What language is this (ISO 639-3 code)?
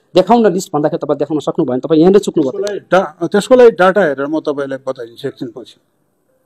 nep